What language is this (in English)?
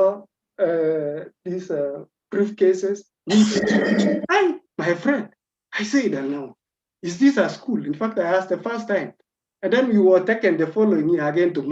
Kalenjin